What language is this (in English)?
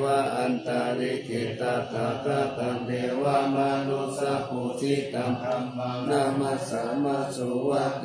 Pali